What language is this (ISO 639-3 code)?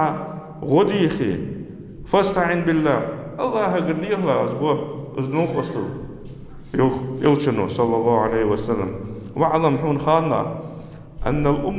inh